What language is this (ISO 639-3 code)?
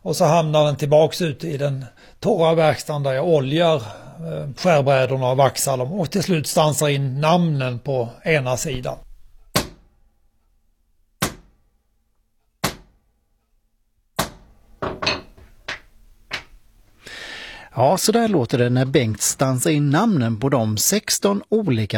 swe